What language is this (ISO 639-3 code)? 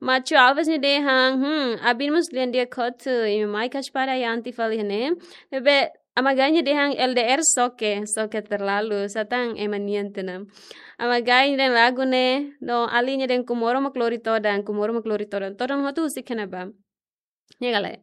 tet